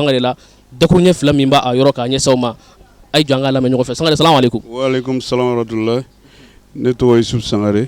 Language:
Bambara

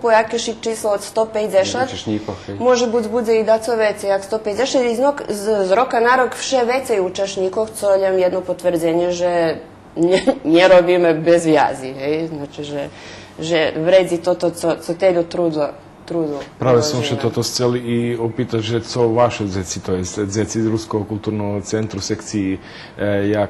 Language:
Rusyn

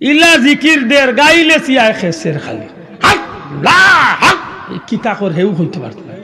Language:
Sylheti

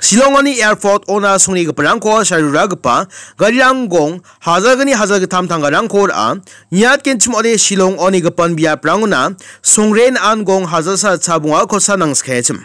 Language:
Garo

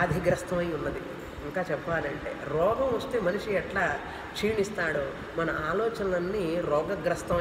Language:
Telugu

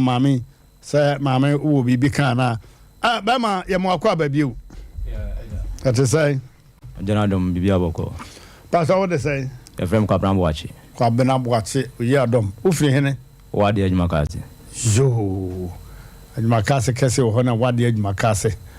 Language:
Akan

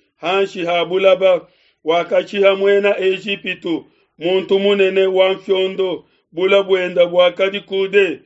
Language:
Luba-Lulua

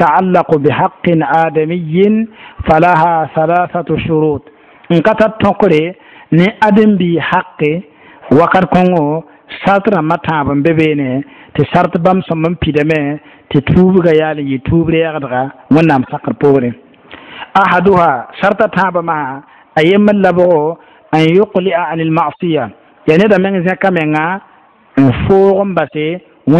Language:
Mossi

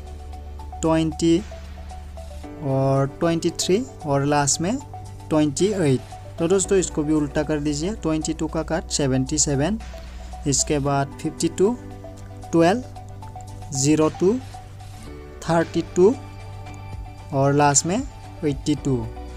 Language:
Hindi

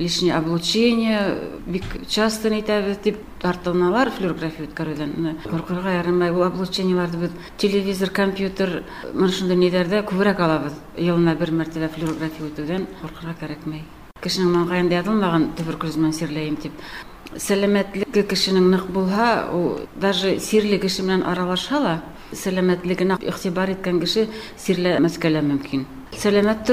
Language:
Bashkir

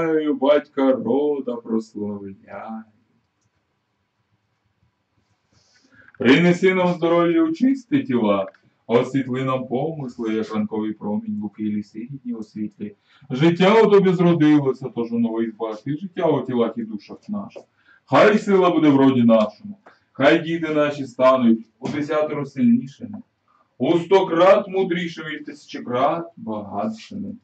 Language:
Ukrainian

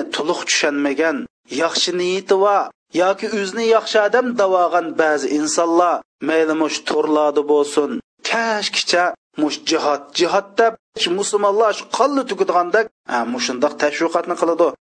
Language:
Uyghur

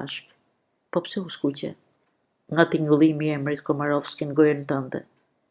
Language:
Albanian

